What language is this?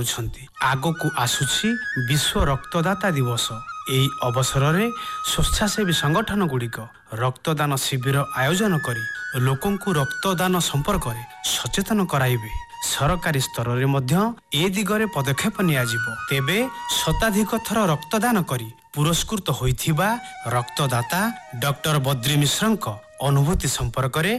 Odia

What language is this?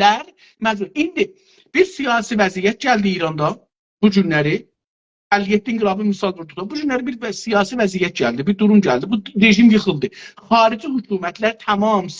South Azerbaijani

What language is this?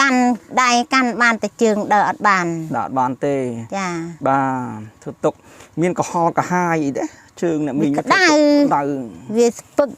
Khmer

